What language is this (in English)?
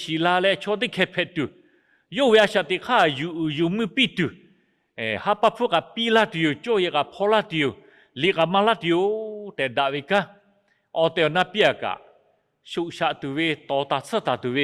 Lahu